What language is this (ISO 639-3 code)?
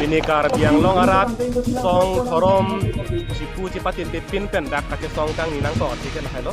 mjw